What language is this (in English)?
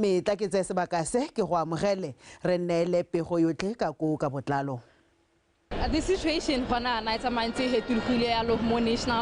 Tswana